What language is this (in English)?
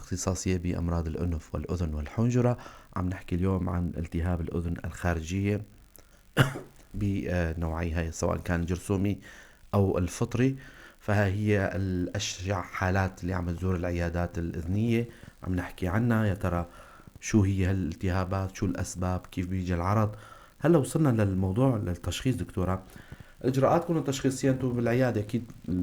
North Levantine Arabic